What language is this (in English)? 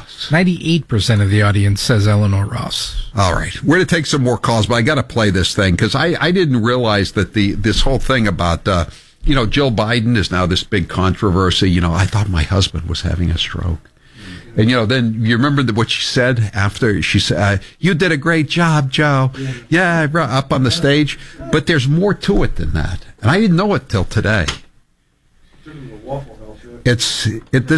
English